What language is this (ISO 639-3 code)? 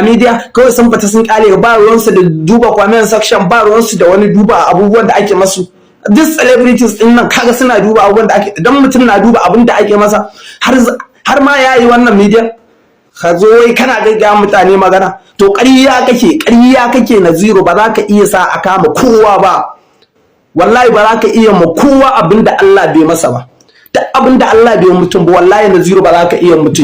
hau